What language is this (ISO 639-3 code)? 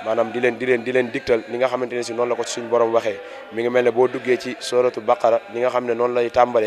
wol